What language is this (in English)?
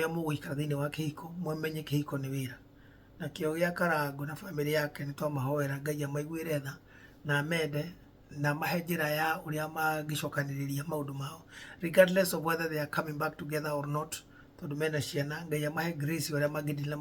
Kikuyu